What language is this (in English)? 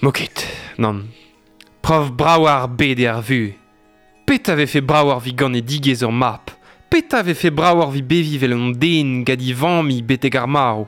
Breton